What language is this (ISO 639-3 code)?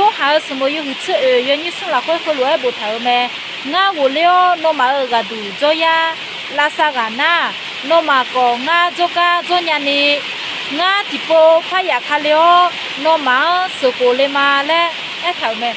ahk